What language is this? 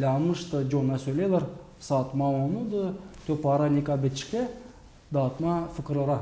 Gagauz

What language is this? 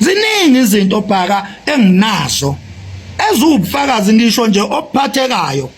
Zulu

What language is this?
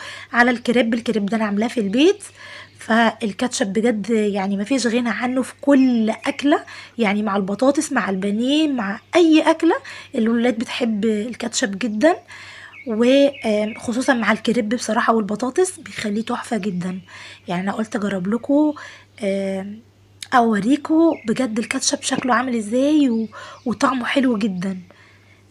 Egyptian Arabic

